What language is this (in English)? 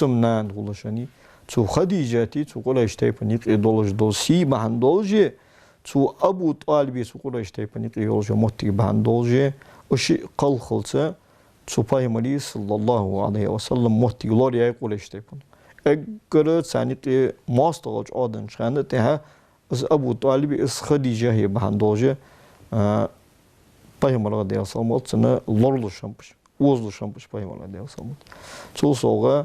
Ingush